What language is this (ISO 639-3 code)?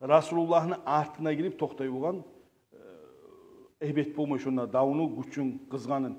kum